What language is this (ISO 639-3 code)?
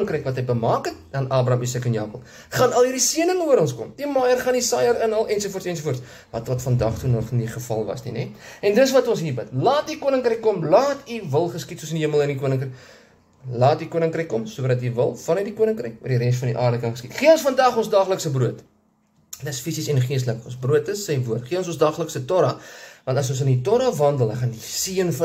afr